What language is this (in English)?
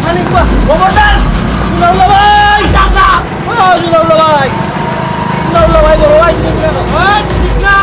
Sylheti